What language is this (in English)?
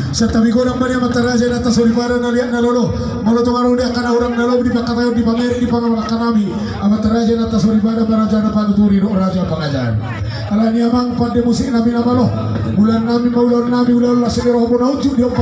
Batak Toba